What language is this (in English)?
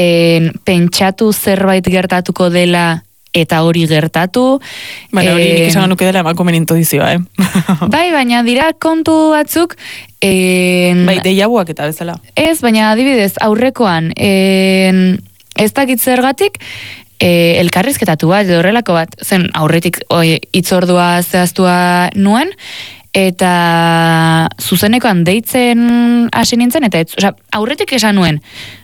Basque